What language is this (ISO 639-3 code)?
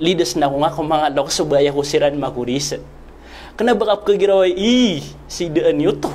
mrw